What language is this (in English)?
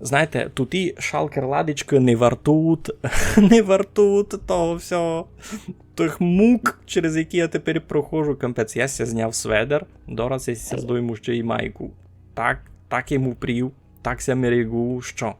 Rusyn